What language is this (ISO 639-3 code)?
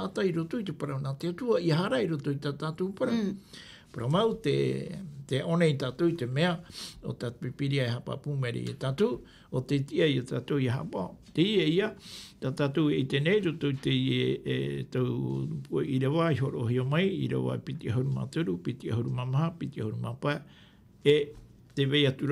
tah